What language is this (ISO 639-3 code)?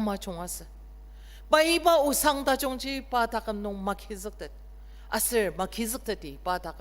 njo